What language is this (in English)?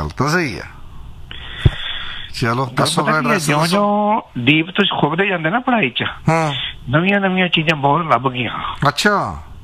Punjabi